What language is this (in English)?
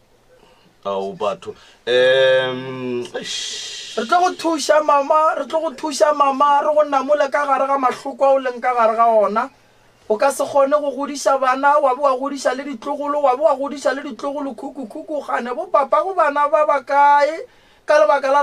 Northern Sotho